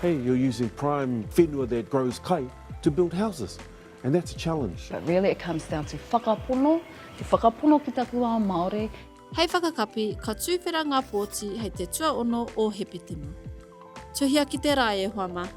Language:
Māori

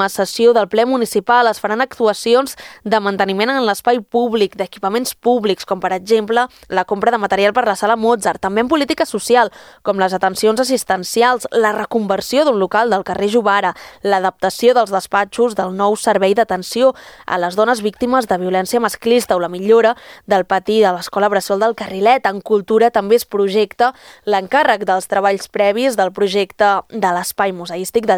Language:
Catalan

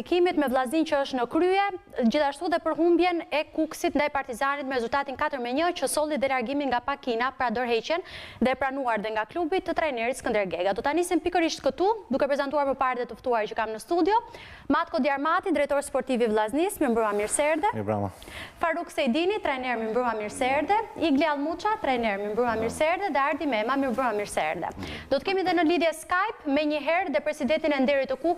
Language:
Albanian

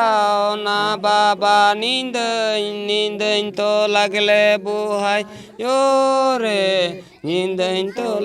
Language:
Santali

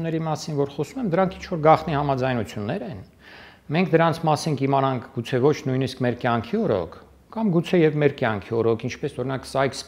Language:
Armenian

